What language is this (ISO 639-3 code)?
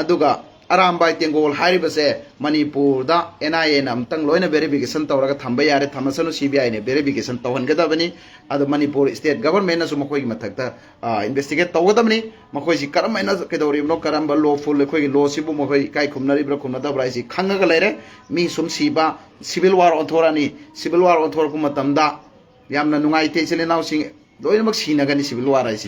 mni